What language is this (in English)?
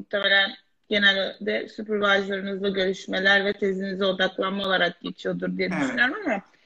Turkish